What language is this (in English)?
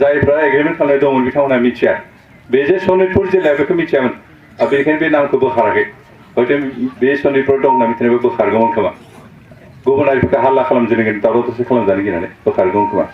Bodo